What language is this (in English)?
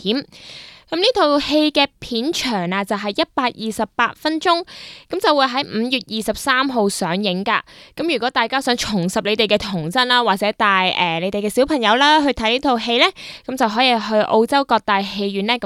Cantonese